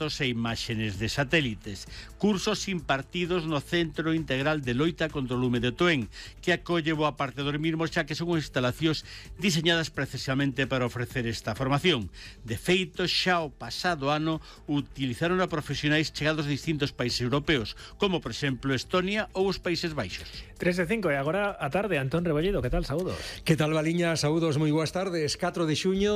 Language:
Galician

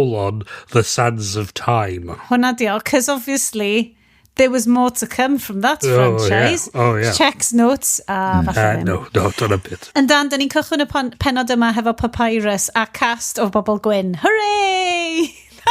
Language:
Welsh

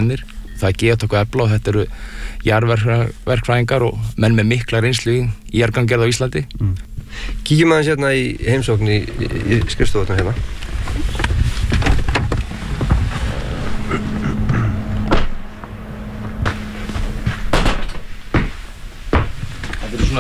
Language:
Icelandic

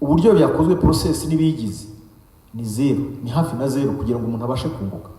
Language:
Kinyarwanda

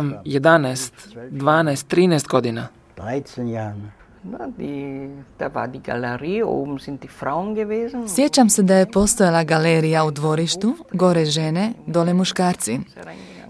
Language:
Serbian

